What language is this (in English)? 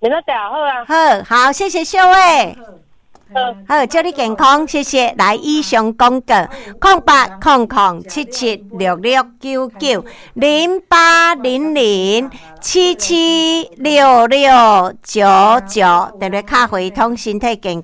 Min Nan Chinese